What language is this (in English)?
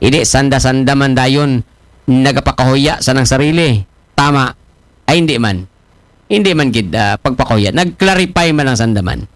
Aklanon